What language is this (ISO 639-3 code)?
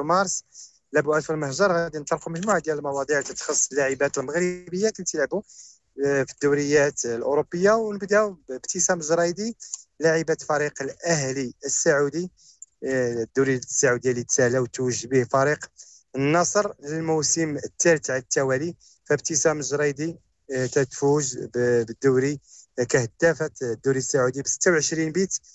ary